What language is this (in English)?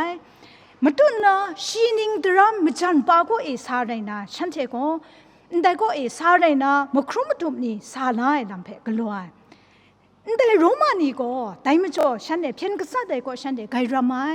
Kachin